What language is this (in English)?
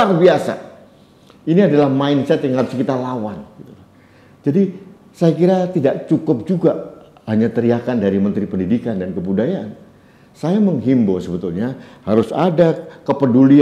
Indonesian